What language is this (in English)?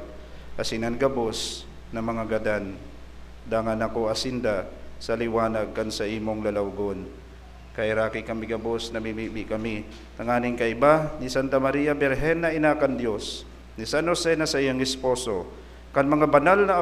Bikol